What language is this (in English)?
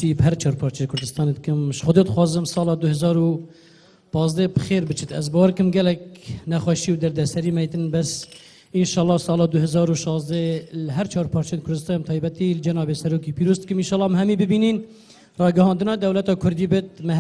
Kurdish